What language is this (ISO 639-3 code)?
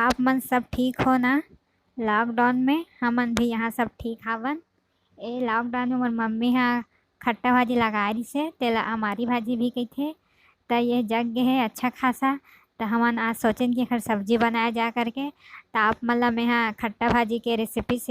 hne